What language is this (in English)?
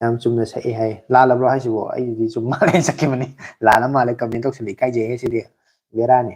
Manipuri